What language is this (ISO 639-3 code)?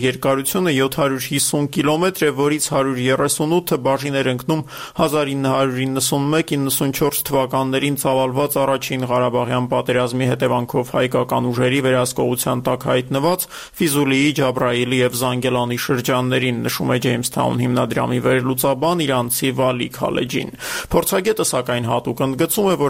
hye